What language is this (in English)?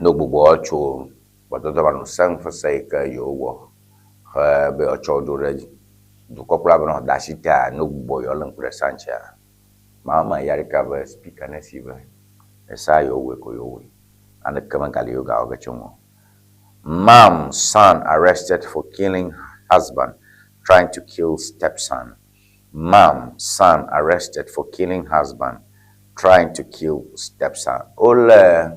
Ewe